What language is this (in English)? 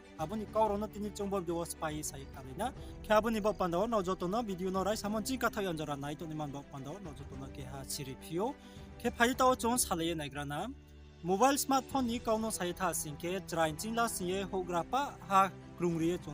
Riang (India)